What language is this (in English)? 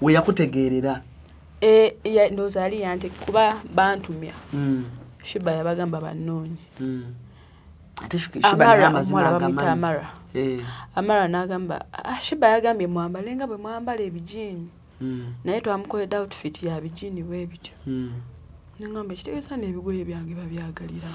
Ganda